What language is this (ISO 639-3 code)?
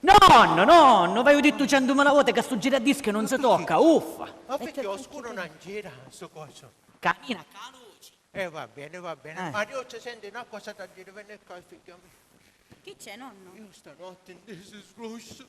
scn